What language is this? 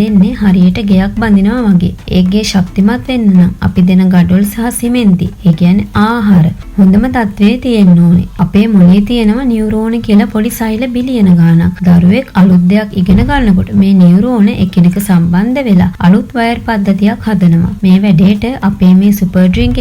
Sinhala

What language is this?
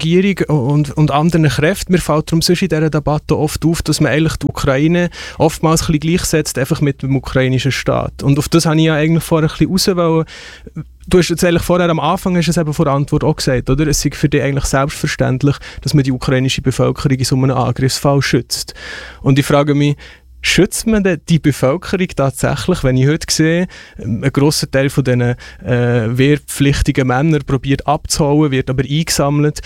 German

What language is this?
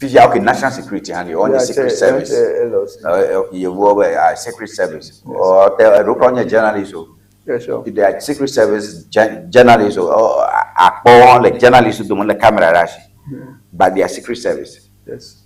Ewe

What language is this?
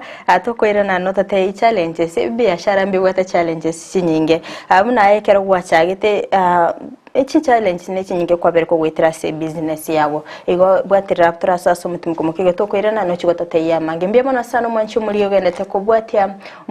Gusii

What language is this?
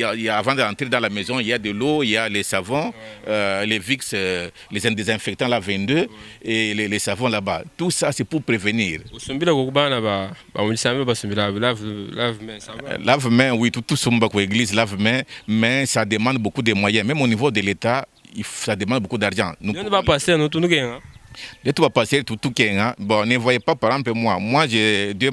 Luba-Lulua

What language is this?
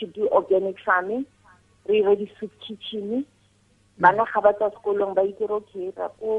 Tswana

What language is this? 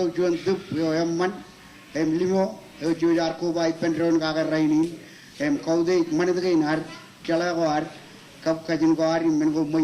Marshallese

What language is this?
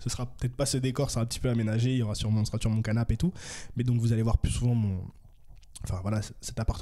French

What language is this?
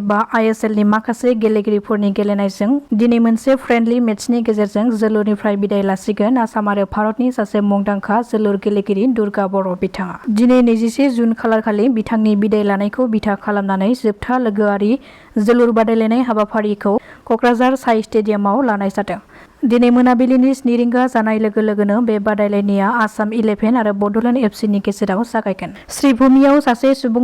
Bodo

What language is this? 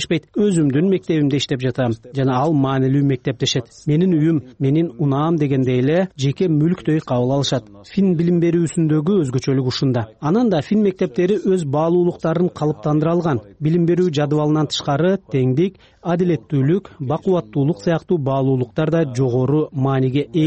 Kyrgyz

